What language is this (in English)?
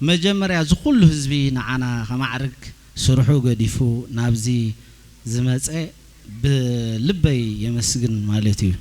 Tigrinya